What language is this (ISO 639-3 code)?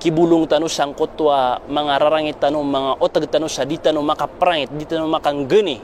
mrw